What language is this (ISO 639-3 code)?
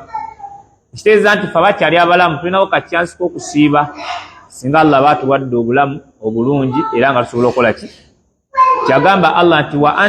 lug